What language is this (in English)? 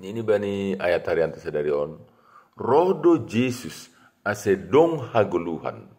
Batak Simalungun